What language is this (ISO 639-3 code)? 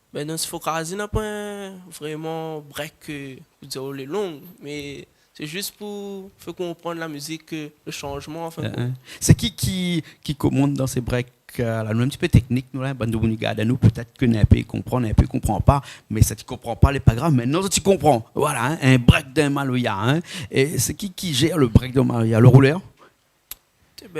rcf